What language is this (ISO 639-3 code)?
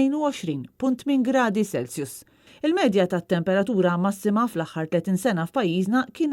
mlt